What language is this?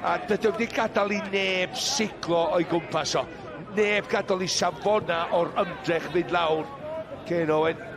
Welsh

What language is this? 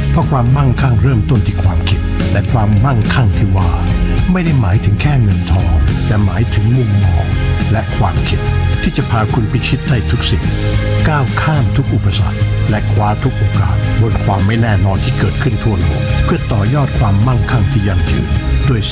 Thai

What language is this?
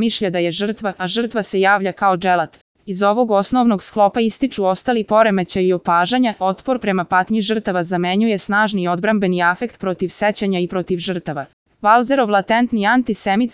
Serbian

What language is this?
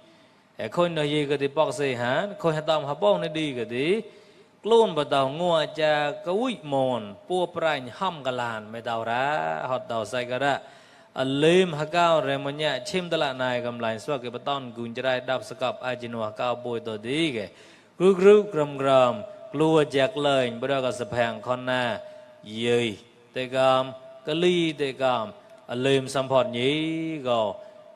Mon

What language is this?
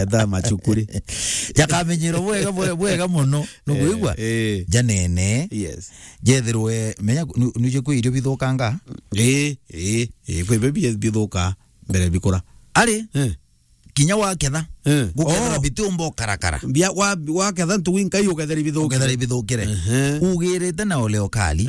Meru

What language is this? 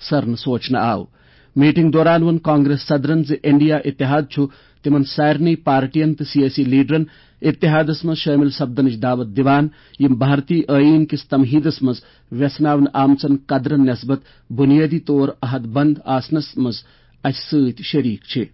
Kashmiri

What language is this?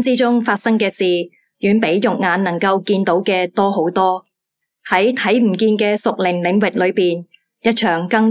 Cantonese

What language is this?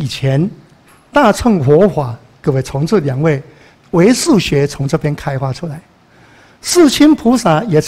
Chinese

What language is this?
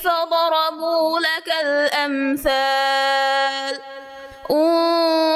Divehi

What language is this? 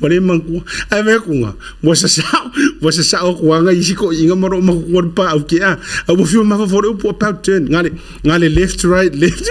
Samoan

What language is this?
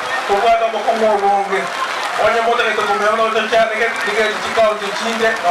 Gusii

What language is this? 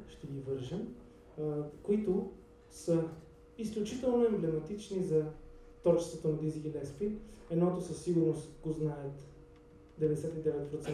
Bulgarian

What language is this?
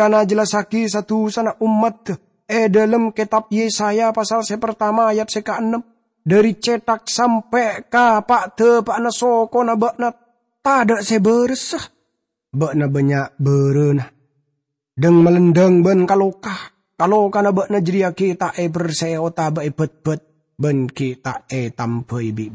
Madurese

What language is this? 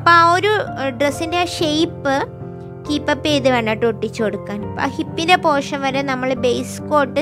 Malayalam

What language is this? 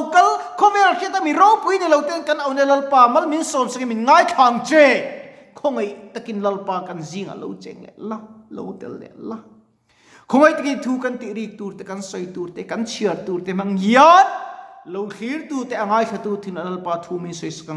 Mizo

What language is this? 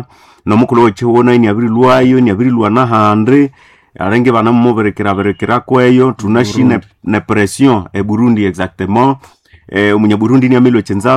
Nande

